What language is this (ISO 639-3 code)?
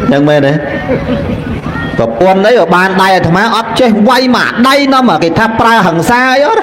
khm